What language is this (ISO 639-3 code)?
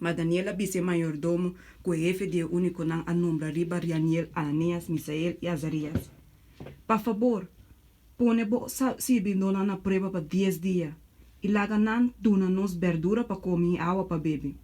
pap